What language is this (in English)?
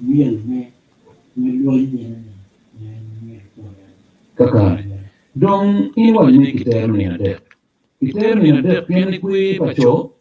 Acoli